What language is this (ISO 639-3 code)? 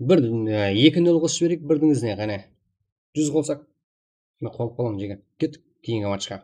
kaa